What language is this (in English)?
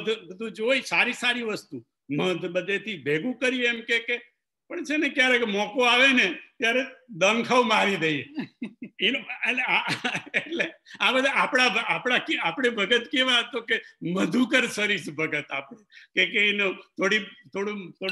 Gujarati